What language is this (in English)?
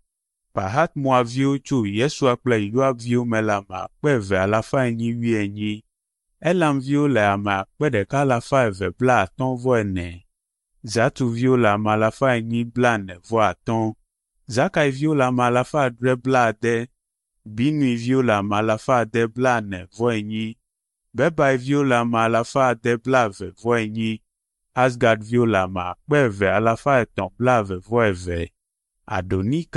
Ewe